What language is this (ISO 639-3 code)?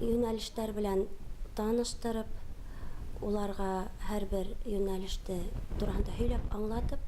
bak